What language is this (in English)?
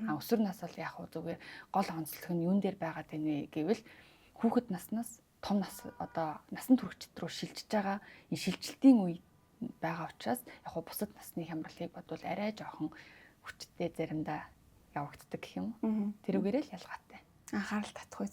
Mongolian